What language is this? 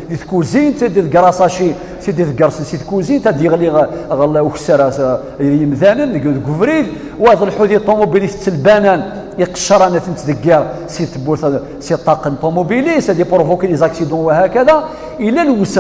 Kabyle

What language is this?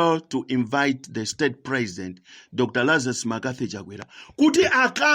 Nyanja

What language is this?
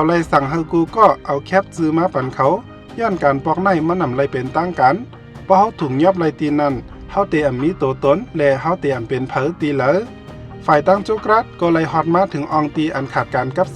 Shan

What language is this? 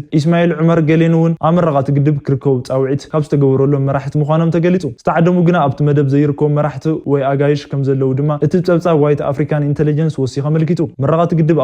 Tigrinya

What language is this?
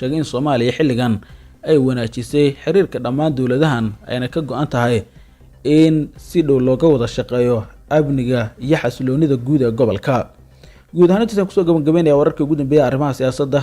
Somali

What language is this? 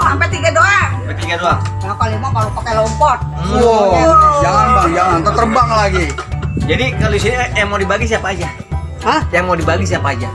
Betawi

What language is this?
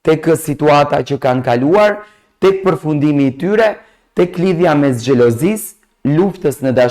Albanian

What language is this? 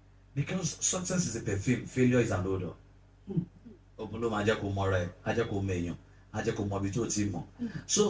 Yoruba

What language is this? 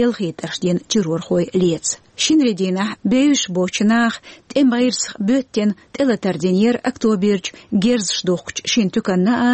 Chechen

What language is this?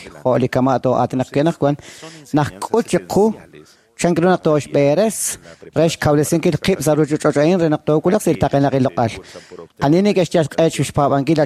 Kekchí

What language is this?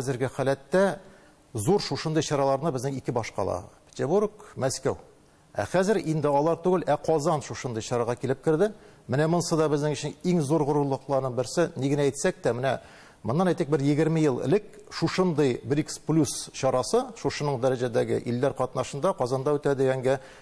Tatar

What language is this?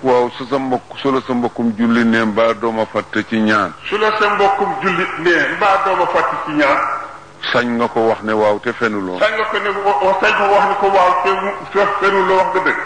Wolof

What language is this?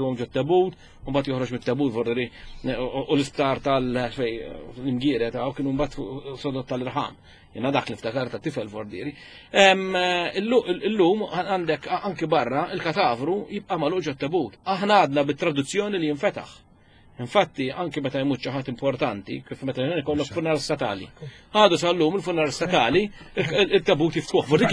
Maltese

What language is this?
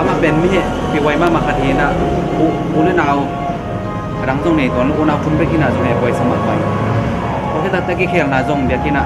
Tedim Chin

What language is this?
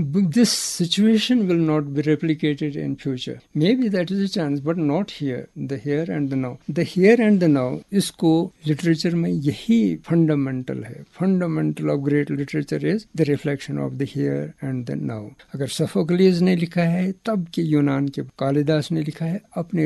Urdu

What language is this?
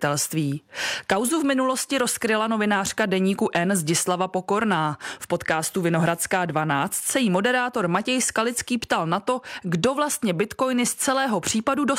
Czech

